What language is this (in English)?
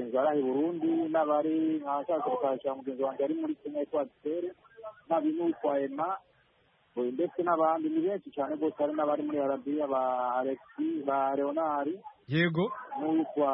Kinyarwanda